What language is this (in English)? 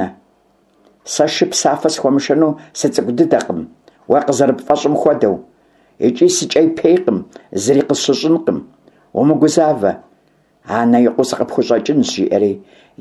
Kabardian